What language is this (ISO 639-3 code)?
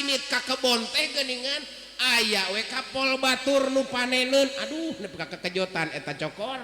sun